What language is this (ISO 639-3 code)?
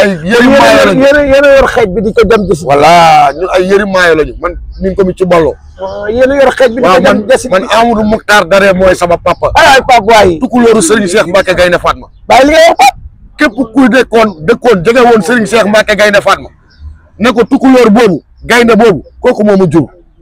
wol